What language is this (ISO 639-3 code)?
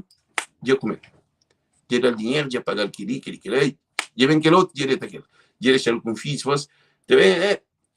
kea